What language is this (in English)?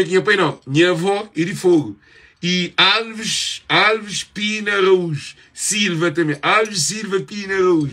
Kabuverdianu